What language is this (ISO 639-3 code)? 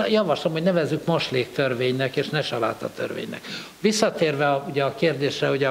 hun